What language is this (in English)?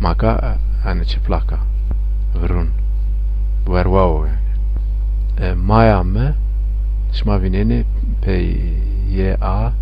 Zaza